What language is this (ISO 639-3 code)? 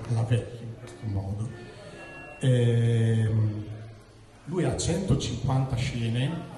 ita